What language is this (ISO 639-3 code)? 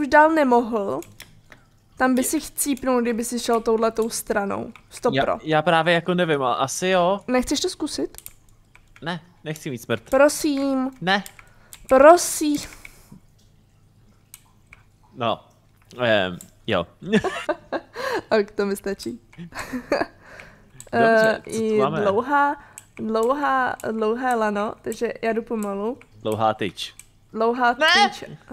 ces